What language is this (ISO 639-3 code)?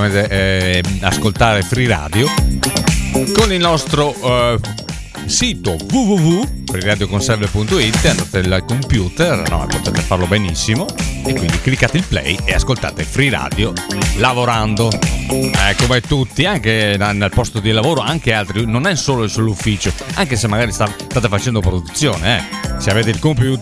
ita